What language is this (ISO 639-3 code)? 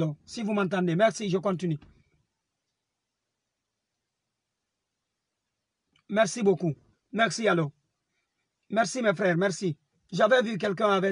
fra